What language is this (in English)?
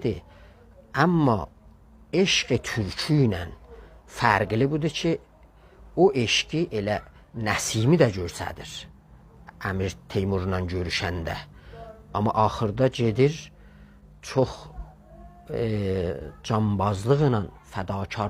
South Azerbaijani